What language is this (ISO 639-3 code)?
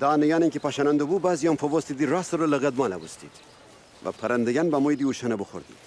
glk